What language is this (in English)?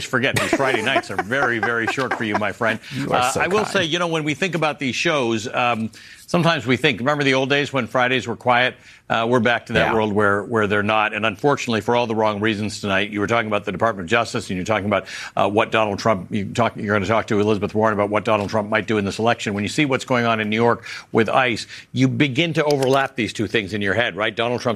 English